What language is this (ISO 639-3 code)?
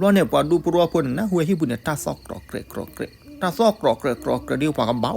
ksw